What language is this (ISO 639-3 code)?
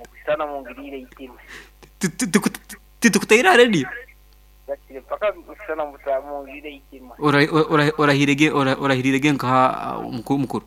nyo